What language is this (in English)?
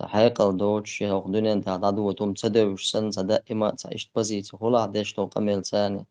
Chechen